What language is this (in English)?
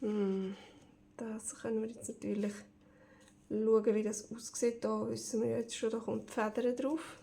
Swiss German